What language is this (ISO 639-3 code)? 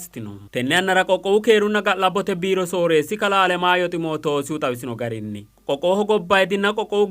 sid